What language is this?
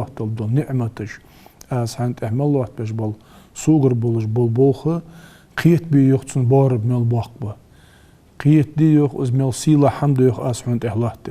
Ingush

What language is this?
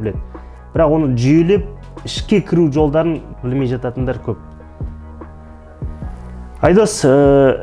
Kazakh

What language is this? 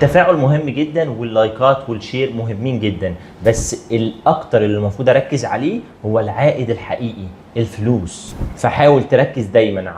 Egyptian Arabic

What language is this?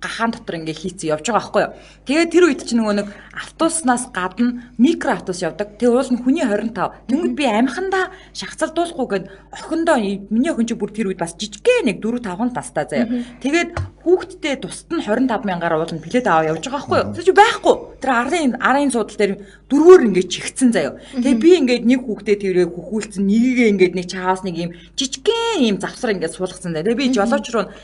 Mongolian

